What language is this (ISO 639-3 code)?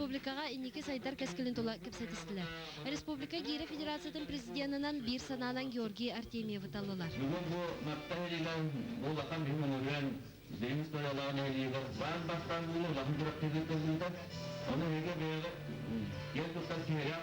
sah